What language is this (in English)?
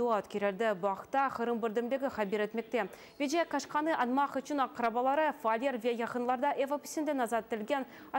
Crimean Tatar